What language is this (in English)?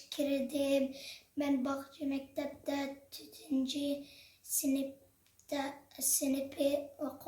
Uyghur